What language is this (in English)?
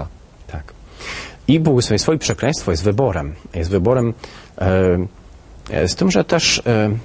Polish